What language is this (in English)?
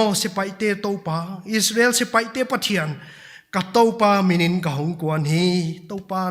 Paite Chin